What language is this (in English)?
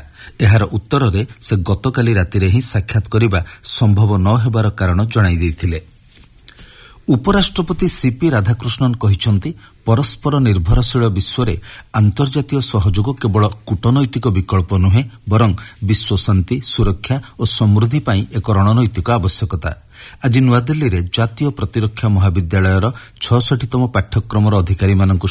Odia